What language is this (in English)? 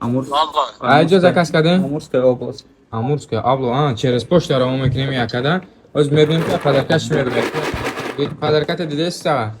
Tajik